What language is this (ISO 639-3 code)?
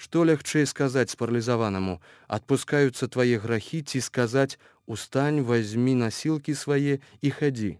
bel